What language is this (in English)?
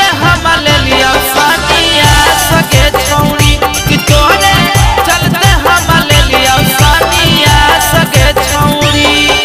Magahi